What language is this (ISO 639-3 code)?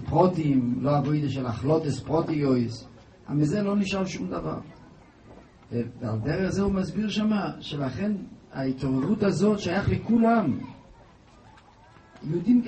heb